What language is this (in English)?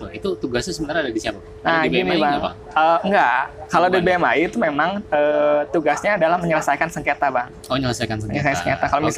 Indonesian